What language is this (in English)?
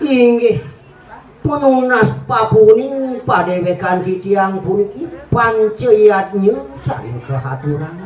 Balinese